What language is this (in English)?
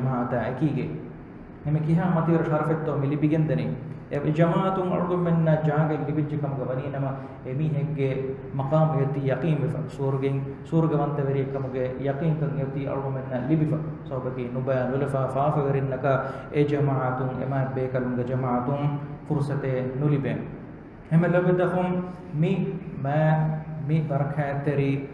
Divehi